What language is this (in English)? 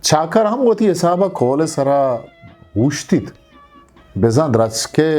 Eastern Balochi